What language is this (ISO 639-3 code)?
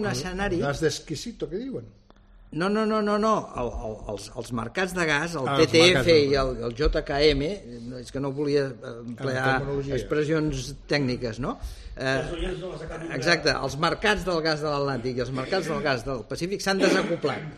cat